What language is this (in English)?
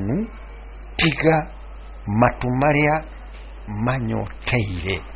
Kikuyu